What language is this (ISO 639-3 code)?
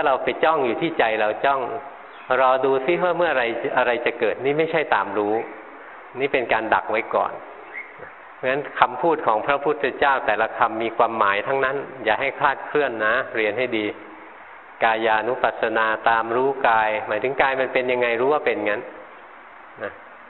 tha